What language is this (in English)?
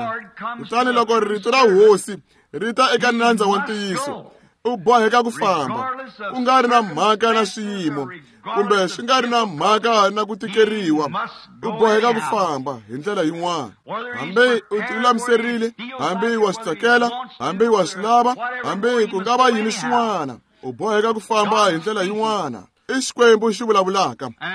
Tsonga